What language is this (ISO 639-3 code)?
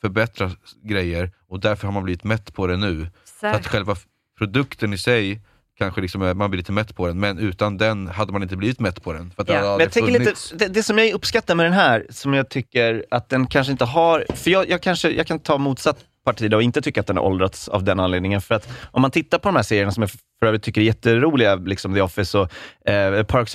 swe